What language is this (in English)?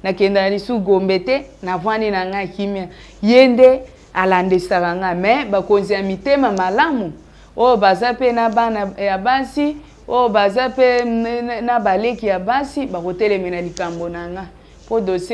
Lingala